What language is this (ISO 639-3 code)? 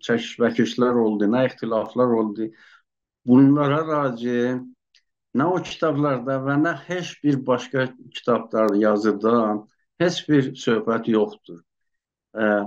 azb